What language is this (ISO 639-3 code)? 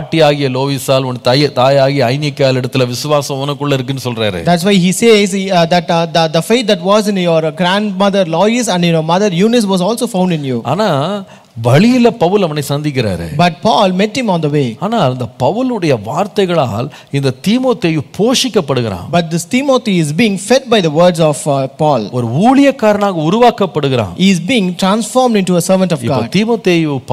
tam